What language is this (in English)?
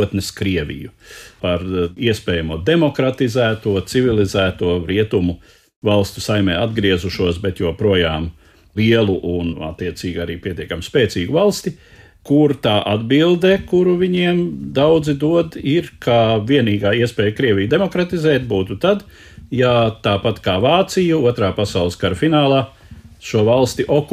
Latvian